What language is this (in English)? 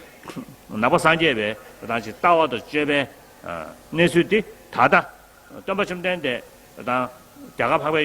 Tibetan